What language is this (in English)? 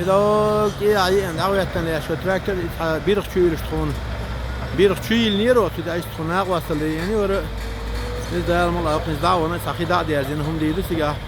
Chechen